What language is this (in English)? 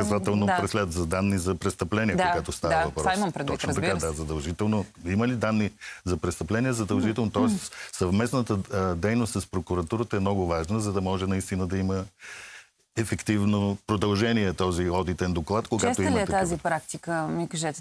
Bulgarian